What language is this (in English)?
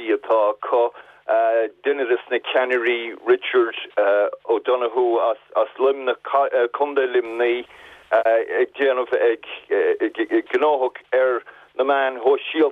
Irish